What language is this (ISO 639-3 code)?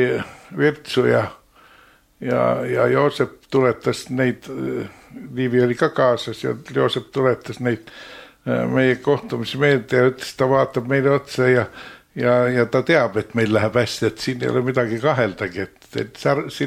est